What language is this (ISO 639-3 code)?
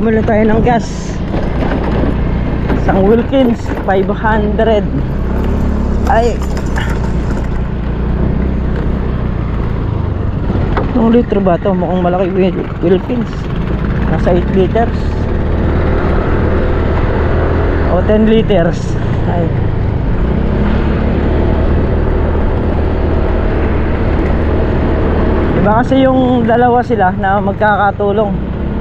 fil